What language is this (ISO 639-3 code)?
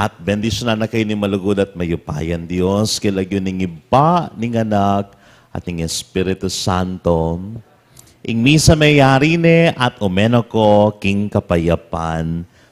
pam